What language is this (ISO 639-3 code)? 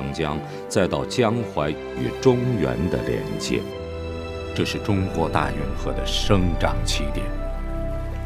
zho